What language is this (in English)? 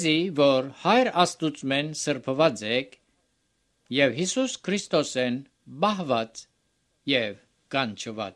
Armenian